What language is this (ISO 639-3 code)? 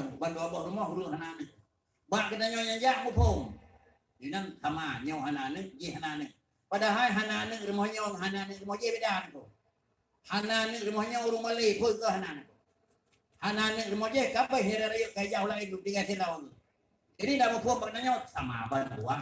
ace